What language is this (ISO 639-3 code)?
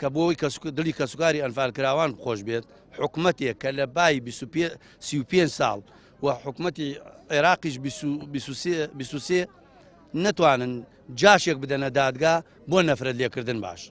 ckb